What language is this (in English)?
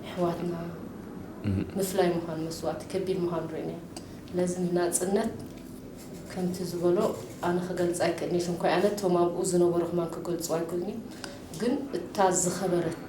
Tigrinya